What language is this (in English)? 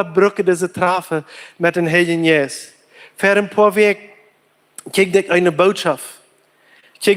Plautdietsch